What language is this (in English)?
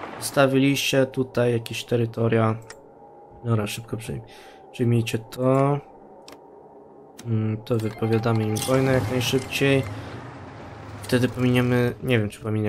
Polish